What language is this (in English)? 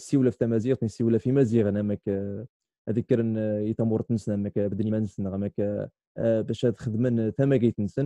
Kabyle